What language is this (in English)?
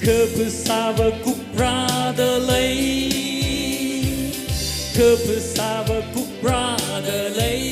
Tangkhul Naga (India)